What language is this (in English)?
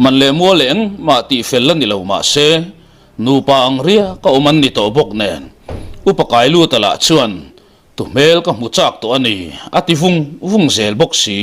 Mizo